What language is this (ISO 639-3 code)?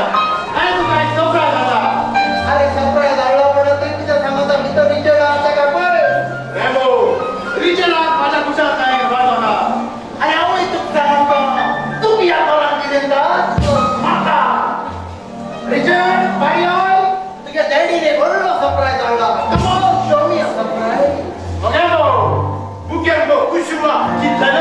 kok